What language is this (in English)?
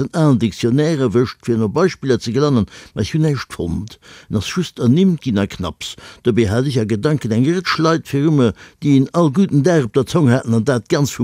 Luxembourgish